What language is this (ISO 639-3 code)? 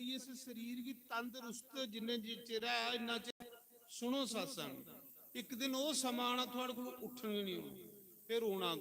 doi